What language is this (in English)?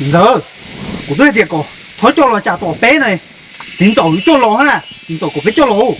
Hmong